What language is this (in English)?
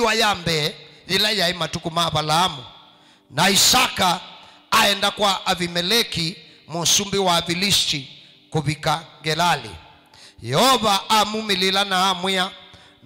Kamba